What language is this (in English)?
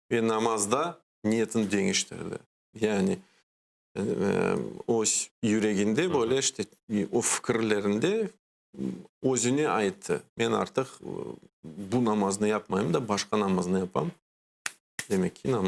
Crimean Tatar